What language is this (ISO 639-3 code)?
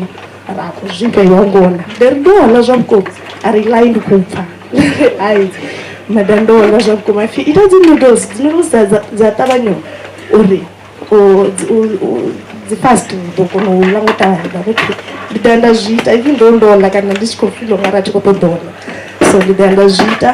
ven